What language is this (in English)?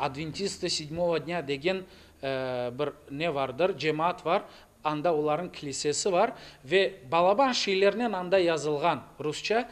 Crimean Tatar